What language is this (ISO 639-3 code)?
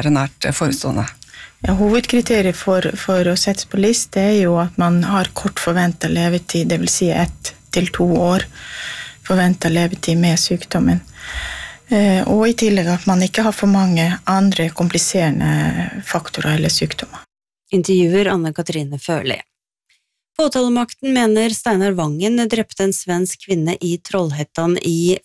nor